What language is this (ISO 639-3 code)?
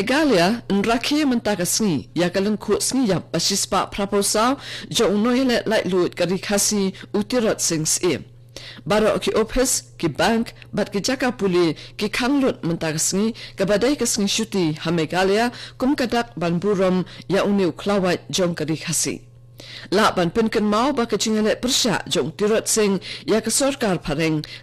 kha